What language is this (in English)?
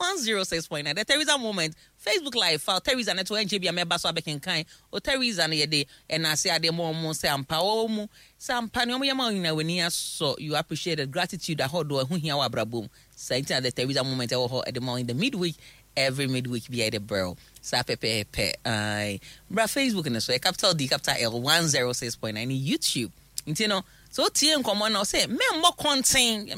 Akan